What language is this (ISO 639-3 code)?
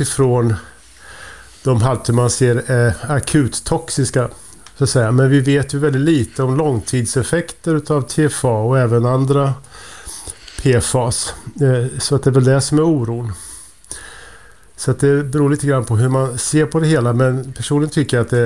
swe